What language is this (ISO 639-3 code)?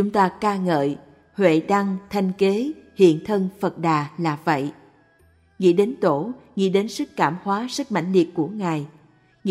vie